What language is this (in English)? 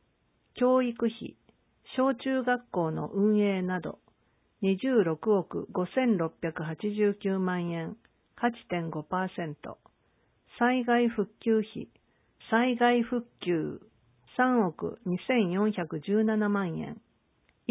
Japanese